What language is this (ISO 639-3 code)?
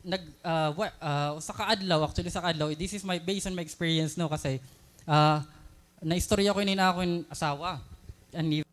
war